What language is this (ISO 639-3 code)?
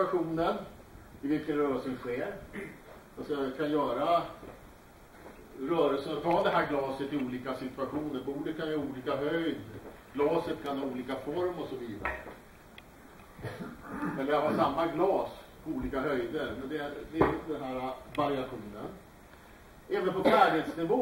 swe